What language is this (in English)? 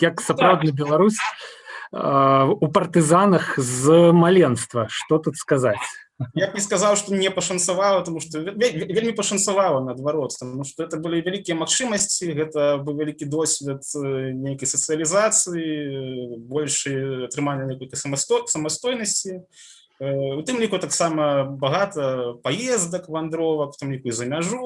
Belarusian